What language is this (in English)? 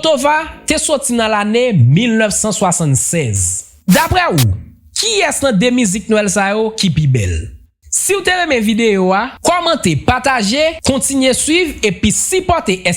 Haitian Creole